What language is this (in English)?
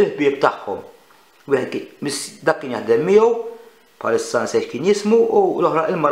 Maltese